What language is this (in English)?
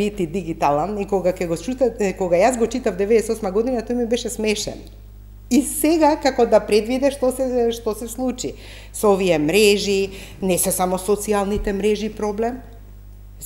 Macedonian